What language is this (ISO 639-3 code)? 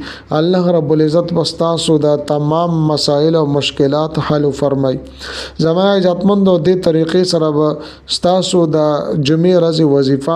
pus